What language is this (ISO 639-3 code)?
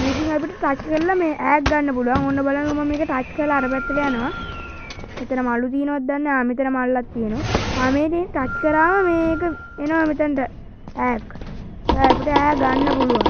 sin